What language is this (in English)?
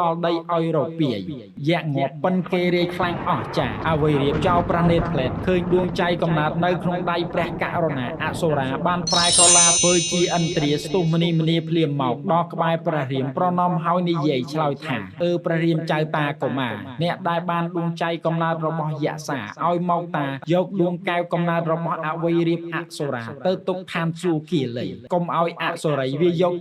Khmer